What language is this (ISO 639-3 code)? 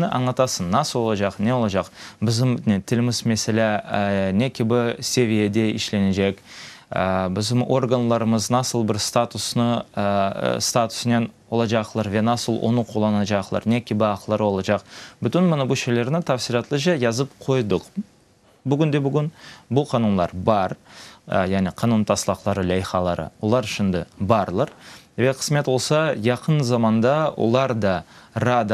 crh